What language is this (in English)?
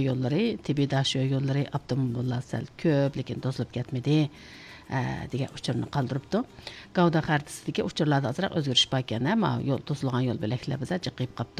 Uyghur